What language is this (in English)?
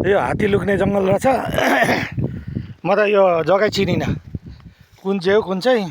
Nepali